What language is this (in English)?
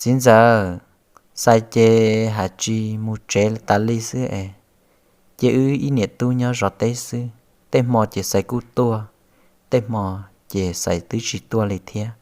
Hmong